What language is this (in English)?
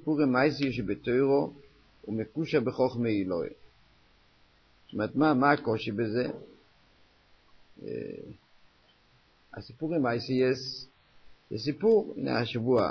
Hebrew